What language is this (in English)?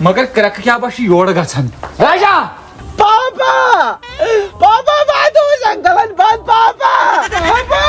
Kashmiri